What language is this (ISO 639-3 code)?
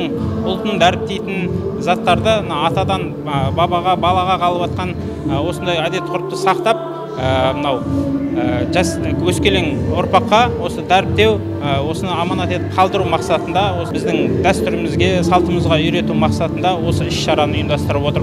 kaz